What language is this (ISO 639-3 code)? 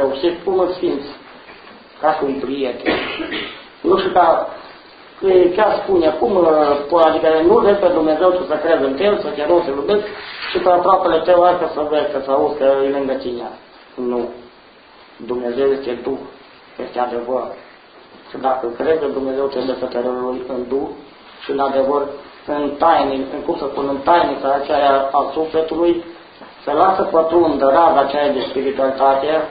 ron